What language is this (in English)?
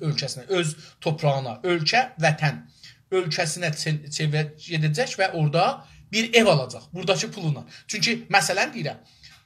South Azerbaijani